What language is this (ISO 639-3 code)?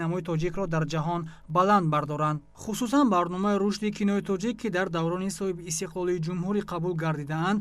tgk